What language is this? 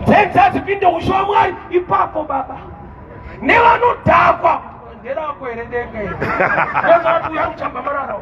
Shona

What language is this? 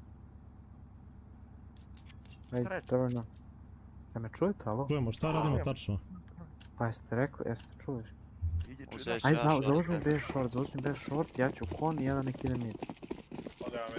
Serbian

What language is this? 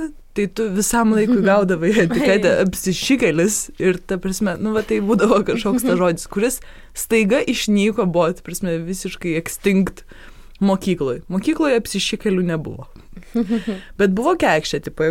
Lithuanian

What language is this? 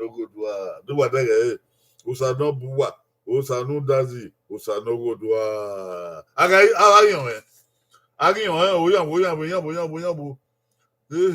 Bini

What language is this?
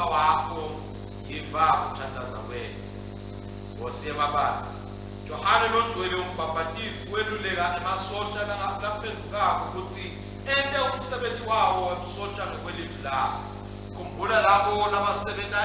Swati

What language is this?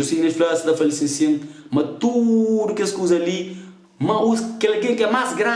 Kabuverdianu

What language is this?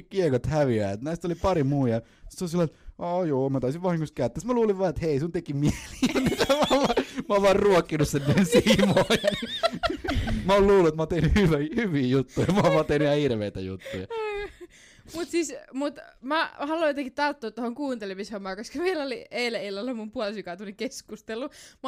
Finnish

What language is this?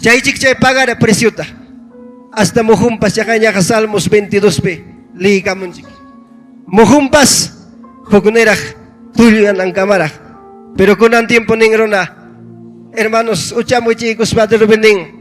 Ayacucho Quechua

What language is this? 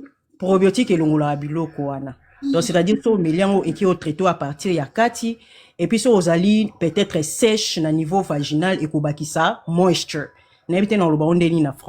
Lingala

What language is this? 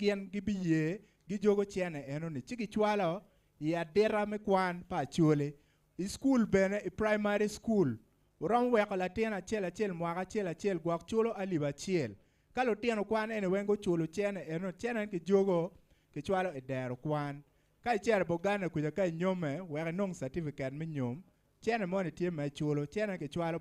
Acoli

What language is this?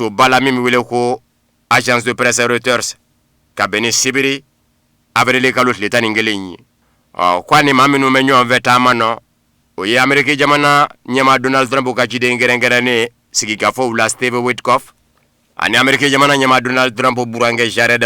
Bambara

